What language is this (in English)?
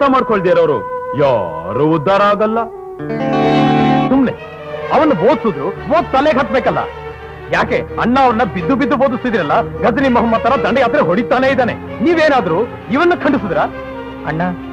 Kannada